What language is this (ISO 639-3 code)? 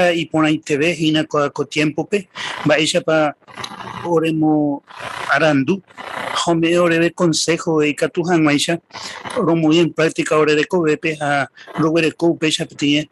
grn